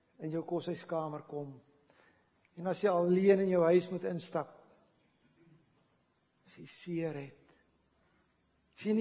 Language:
Afrikaans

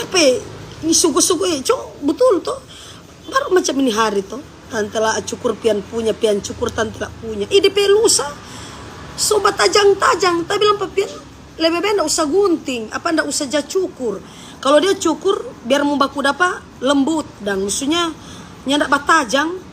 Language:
Manado Malay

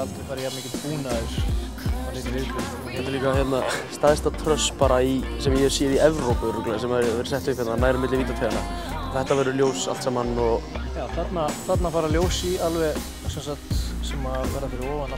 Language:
Icelandic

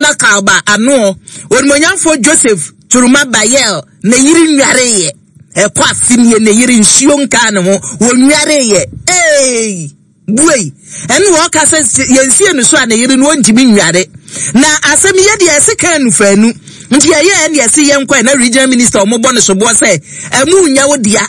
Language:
Akan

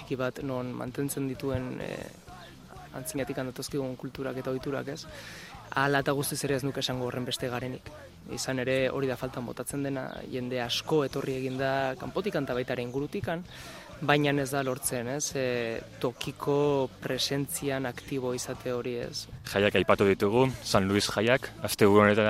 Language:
Basque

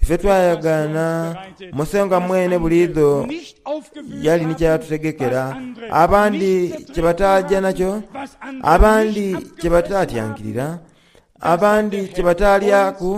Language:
Soga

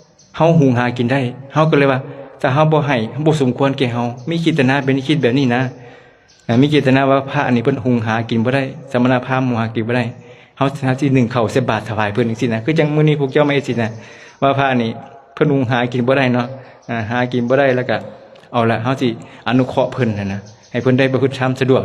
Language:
Lao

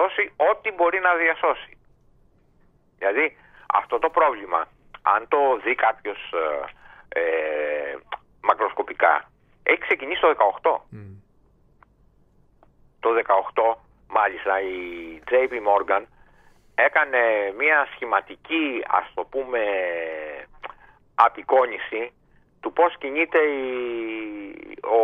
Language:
Greek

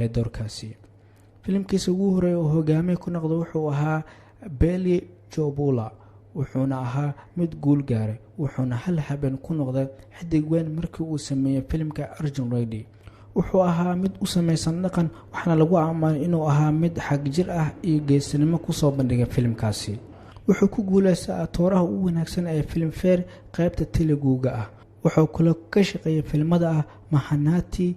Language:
Somali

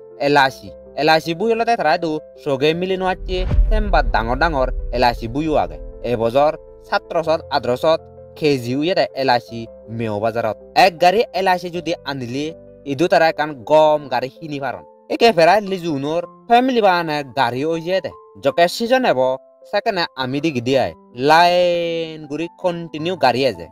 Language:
Chakma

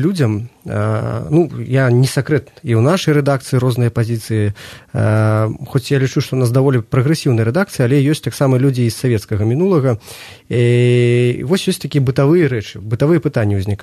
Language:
Belarusian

